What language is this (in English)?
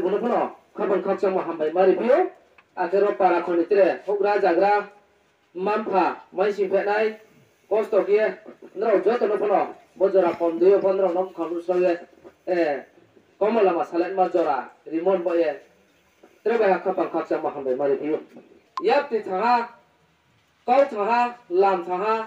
Riang (India)